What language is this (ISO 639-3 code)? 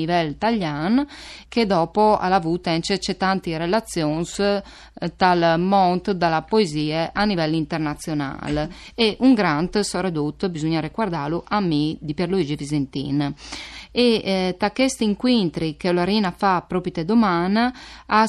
fur